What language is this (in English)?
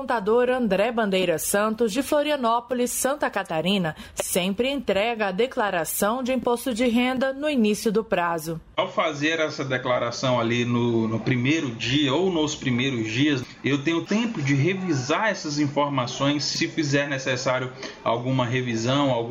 Portuguese